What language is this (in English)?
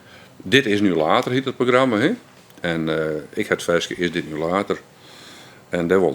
Western Frisian